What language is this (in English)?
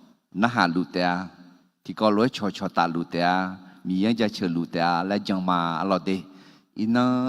Akha